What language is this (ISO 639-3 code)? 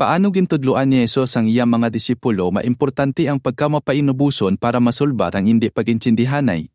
hil